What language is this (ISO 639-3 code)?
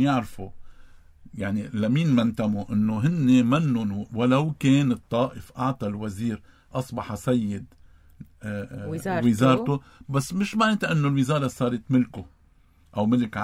apc